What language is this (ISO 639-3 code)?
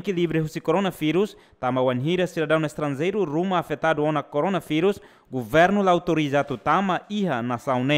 tet